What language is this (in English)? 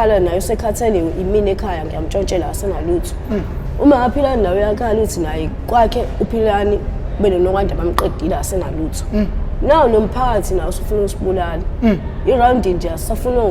Zulu